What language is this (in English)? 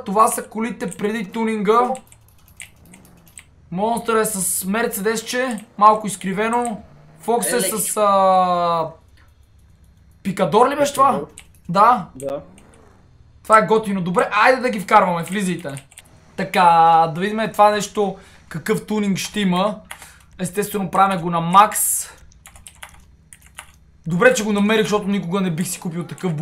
Bulgarian